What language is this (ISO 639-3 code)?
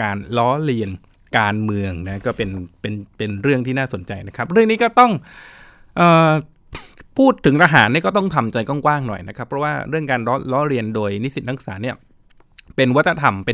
tha